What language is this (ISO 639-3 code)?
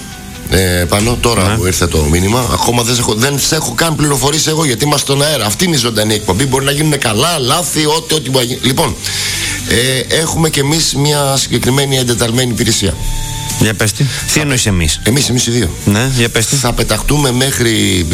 ell